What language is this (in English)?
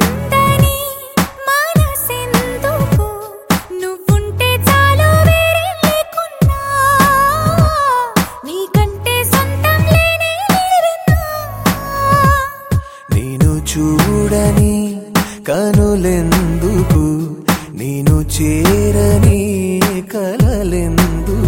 Telugu